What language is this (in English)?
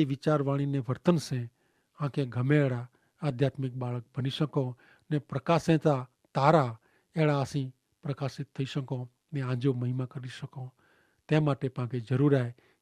Kachhi